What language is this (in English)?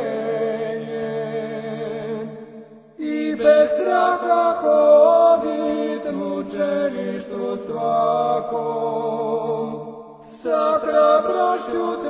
Serbian